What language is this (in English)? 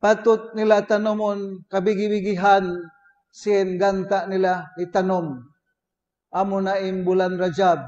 Tausug